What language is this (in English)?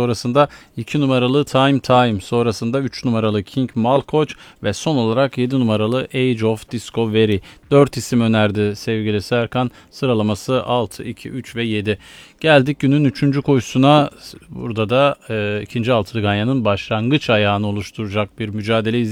Turkish